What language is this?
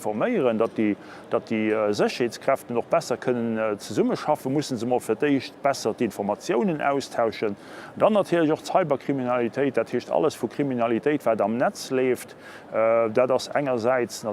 Luxembourgish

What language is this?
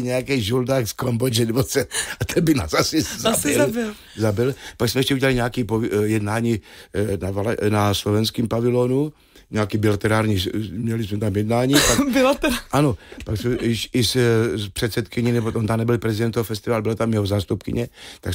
Czech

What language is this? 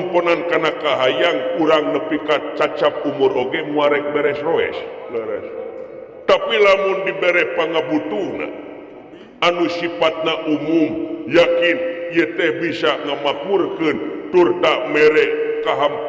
Sundanese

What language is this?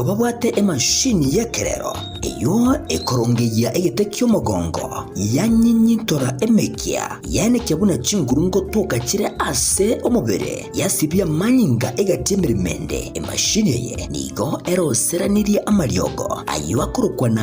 Gusii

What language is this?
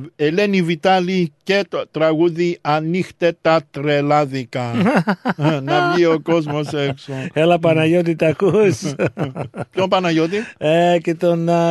Greek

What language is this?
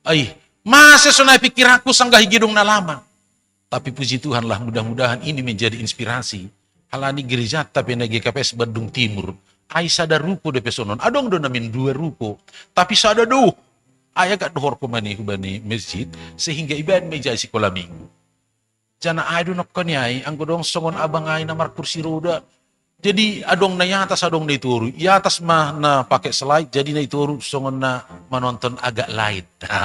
Batak Simalungun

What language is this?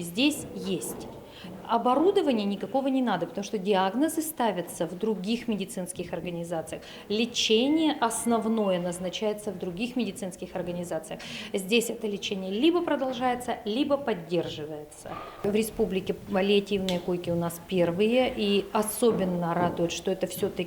Udmurt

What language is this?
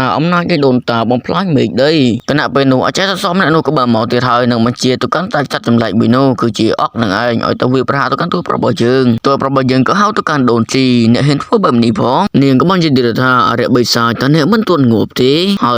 Khmer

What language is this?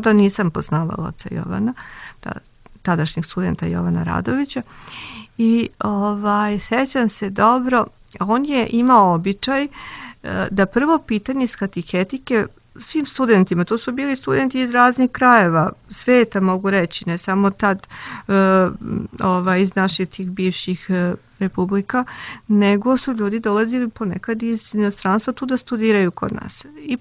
Serbian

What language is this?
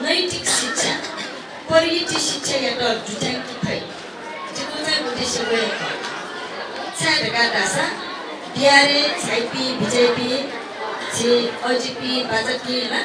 Newari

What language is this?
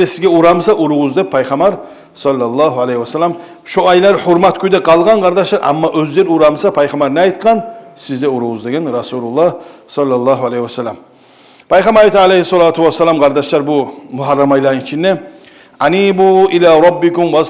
Kumyk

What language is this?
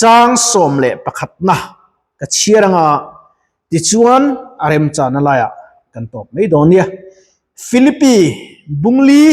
Mizo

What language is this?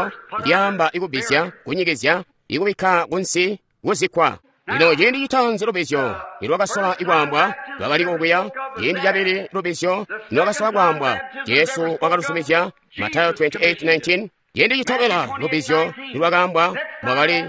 Tonga (Zambia)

